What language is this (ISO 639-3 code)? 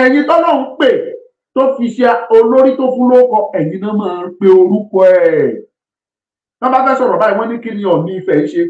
yor